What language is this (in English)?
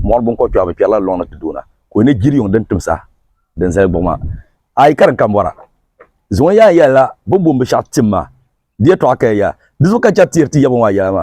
Dagbani